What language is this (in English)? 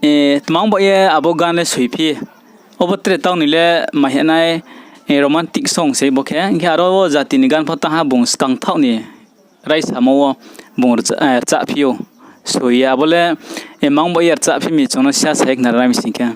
Riang (India)